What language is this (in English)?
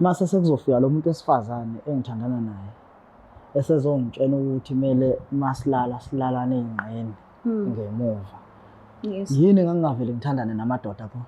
Zulu